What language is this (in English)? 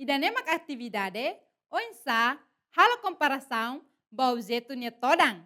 Tetum